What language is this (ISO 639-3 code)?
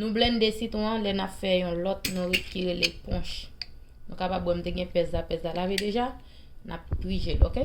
hat